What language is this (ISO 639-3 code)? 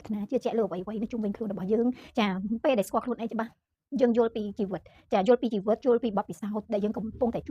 khm